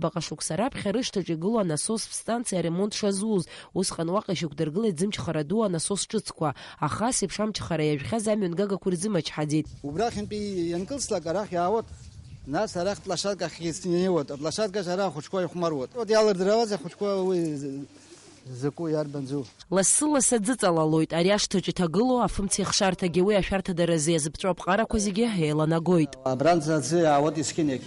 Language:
Abkhazian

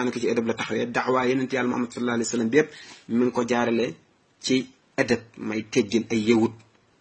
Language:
Wolof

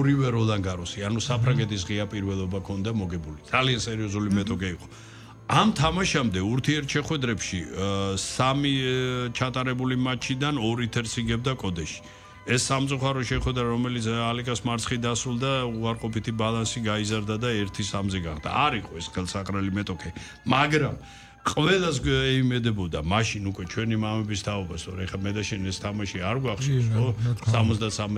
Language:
Georgian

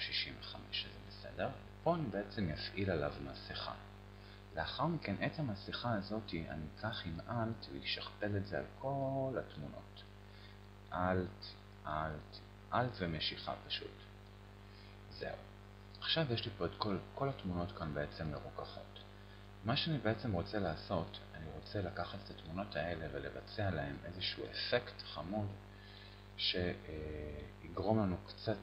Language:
Hebrew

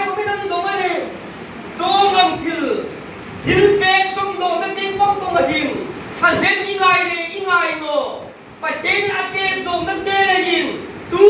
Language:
Hmar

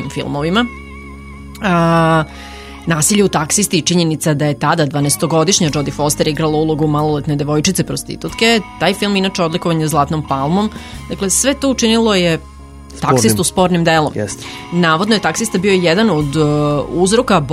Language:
Serbian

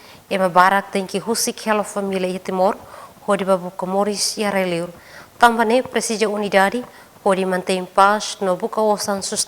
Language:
Tetum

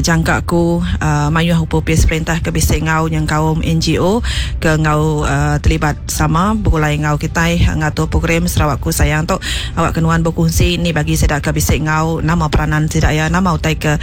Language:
Iban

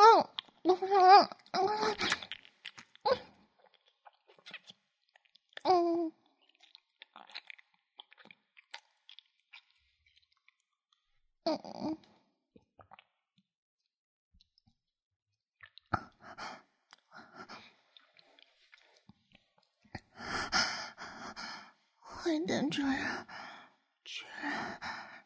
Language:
Chinese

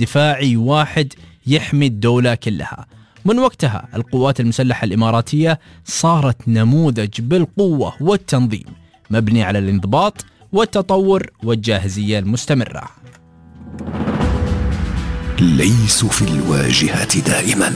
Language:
Arabic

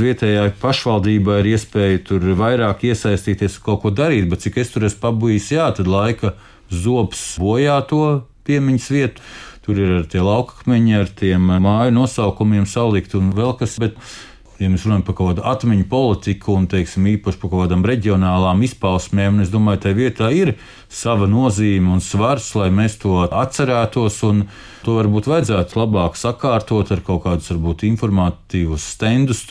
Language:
Latvian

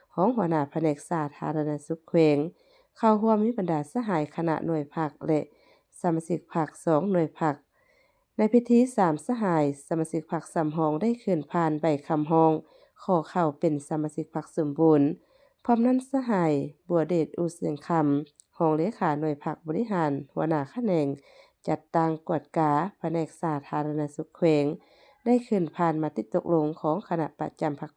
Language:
Lao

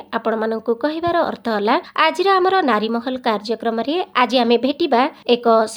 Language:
Odia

